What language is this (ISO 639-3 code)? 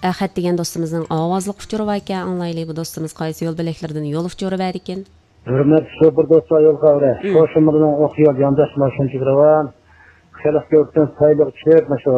uig